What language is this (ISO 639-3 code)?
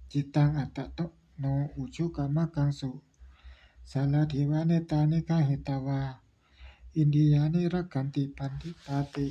pli